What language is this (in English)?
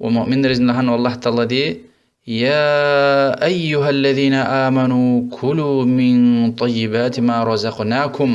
Lezghian